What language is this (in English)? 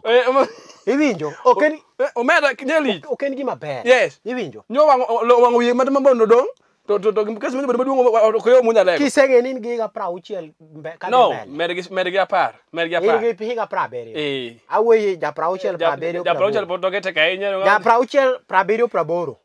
Luo (Kenya and Tanzania)